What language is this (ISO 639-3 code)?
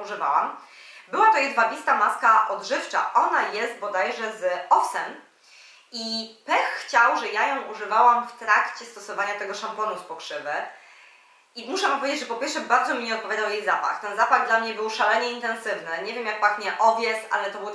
pol